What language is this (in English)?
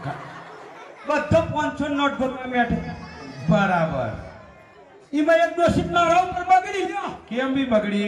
Gujarati